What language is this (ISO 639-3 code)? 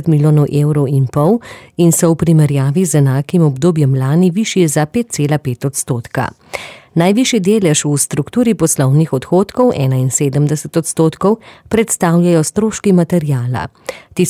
slv